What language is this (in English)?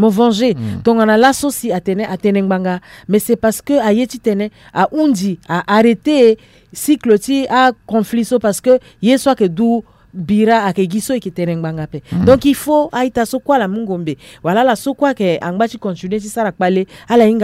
Sango